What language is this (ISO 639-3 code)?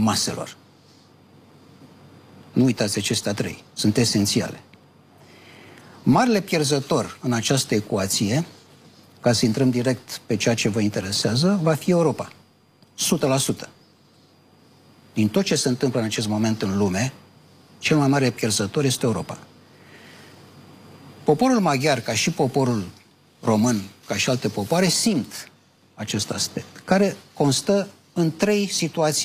ron